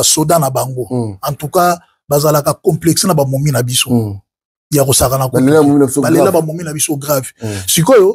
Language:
Lingala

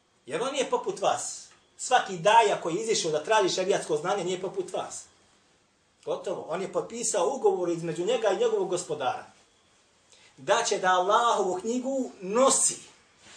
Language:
Bosnian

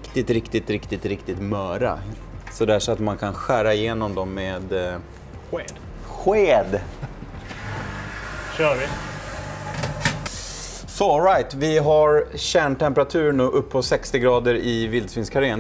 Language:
Swedish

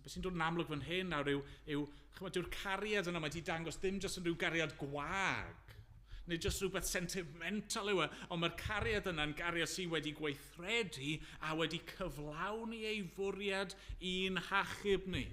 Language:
Welsh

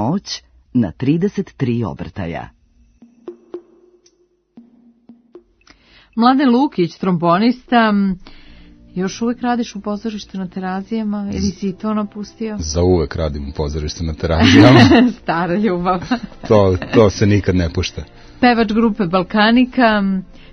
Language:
Serbian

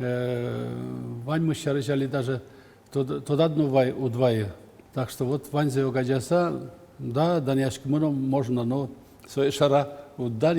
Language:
Udmurt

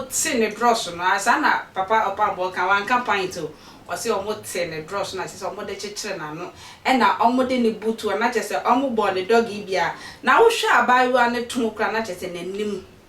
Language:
Akan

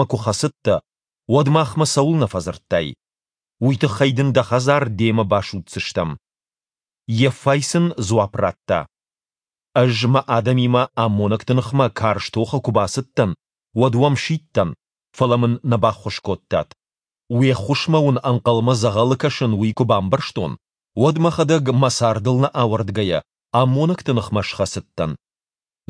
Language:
Ossetic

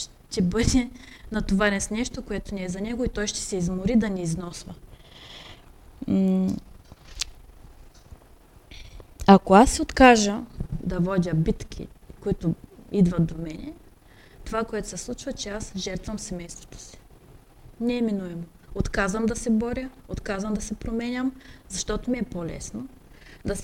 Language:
Bulgarian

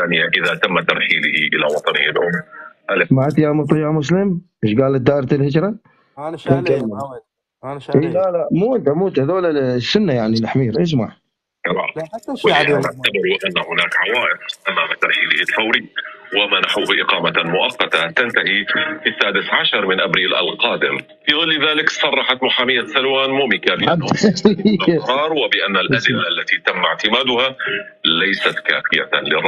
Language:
Arabic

